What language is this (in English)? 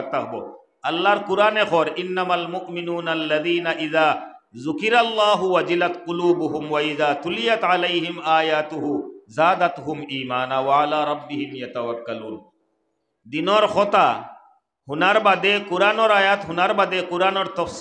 Sylheti